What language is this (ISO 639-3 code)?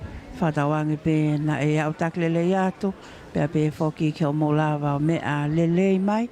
ton